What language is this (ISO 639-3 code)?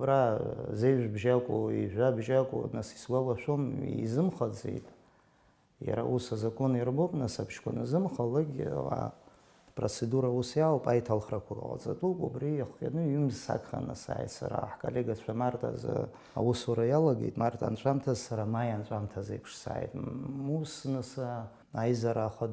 abk